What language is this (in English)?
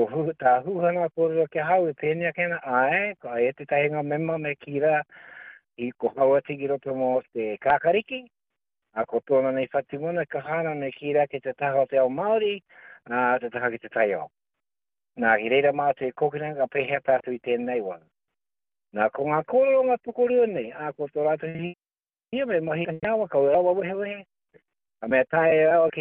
Māori